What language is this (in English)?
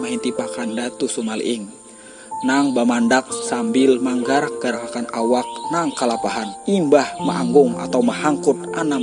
Banjar